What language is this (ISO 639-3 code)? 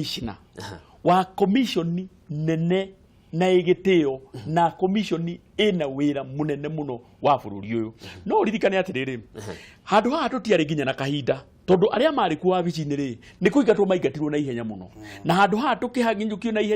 kik